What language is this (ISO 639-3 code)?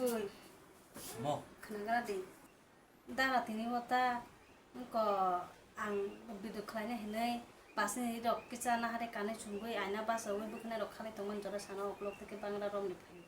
trp